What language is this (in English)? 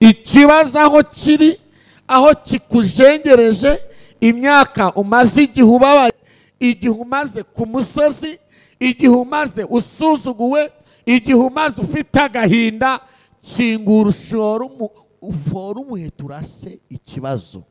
Kinyarwanda